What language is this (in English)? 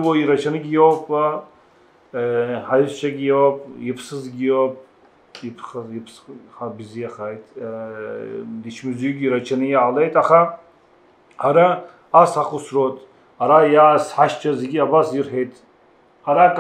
Abkhazian